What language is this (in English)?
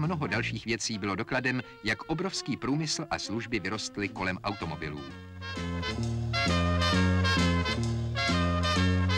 Czech